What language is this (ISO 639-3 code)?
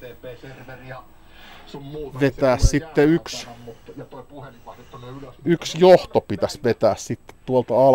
fin